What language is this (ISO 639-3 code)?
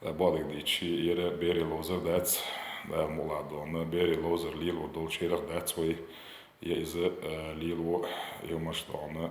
che